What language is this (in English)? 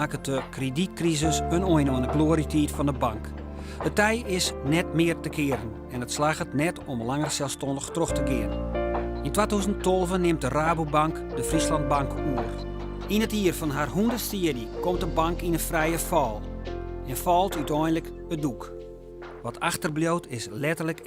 Western Frisian